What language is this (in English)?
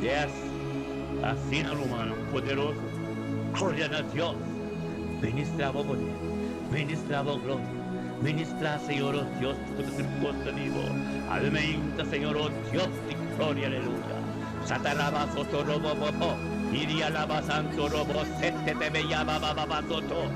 Papiamento